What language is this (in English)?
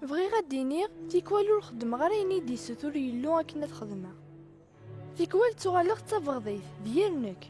Kabyle